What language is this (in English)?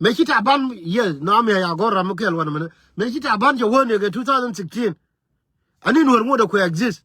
Nuer